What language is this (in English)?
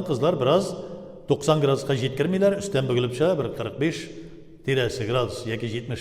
Tatar